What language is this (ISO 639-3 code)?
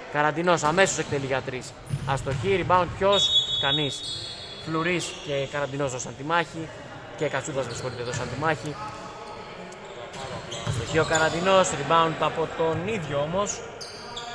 ell